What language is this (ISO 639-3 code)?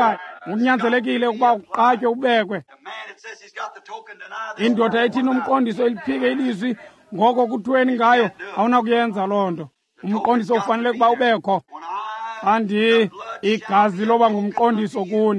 xho